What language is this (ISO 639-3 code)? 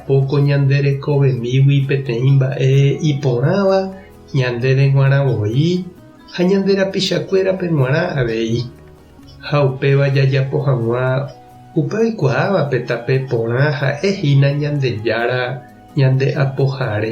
grn